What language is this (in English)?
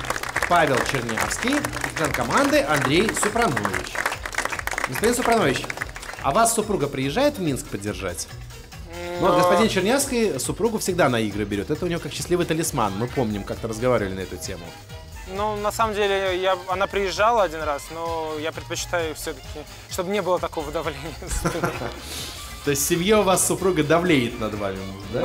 Russian